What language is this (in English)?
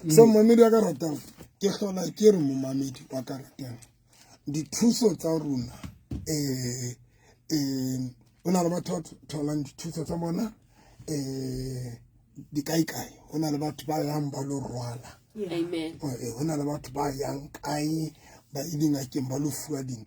Southern Sotho